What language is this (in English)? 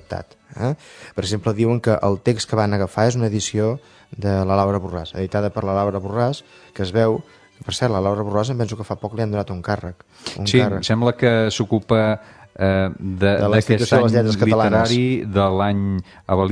Catalan